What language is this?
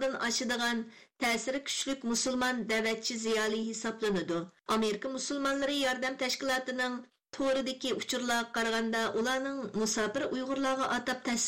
Uyghur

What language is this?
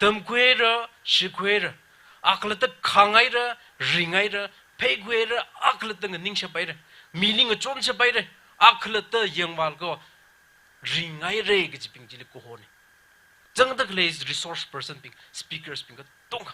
Tangkhul Naga (India)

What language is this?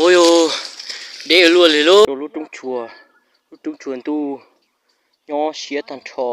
Hmong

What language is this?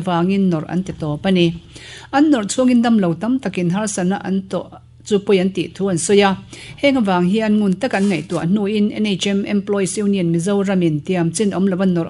Mizo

